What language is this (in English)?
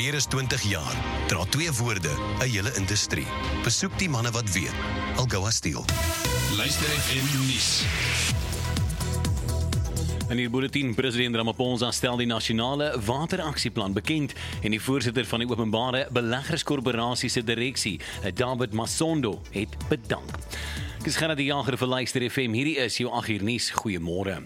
Afrikaans